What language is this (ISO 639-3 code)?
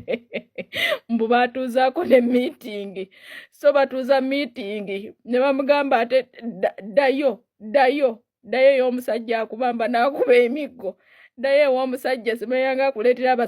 lug